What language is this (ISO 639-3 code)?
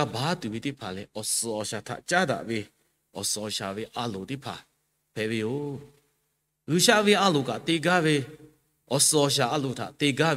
lhu